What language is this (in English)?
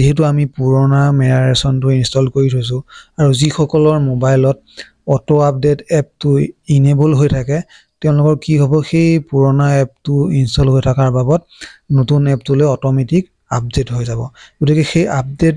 Assamese